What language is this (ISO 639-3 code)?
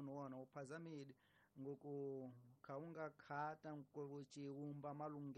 tso